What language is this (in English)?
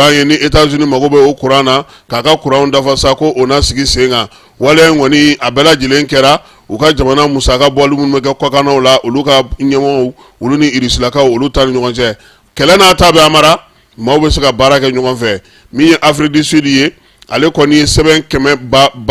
Bambara